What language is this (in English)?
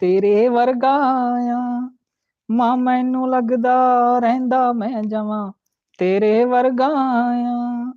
Dogri